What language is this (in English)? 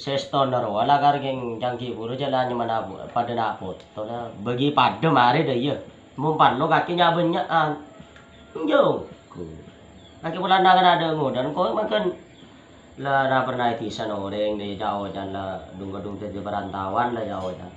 Madurese